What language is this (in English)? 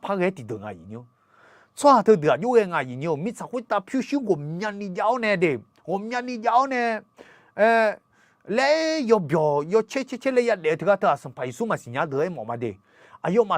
Akha